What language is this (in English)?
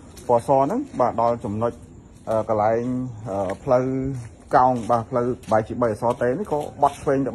Khmer